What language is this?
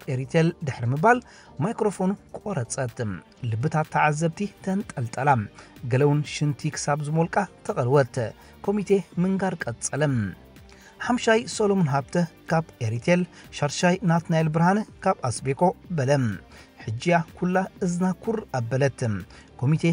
Tigrinya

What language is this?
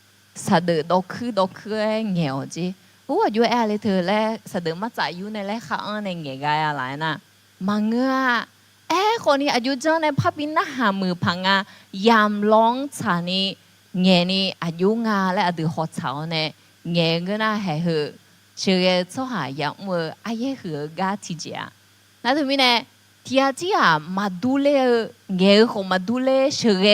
Akha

